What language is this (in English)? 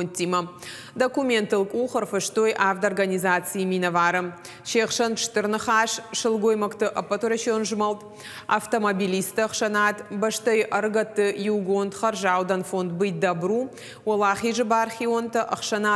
Ossetic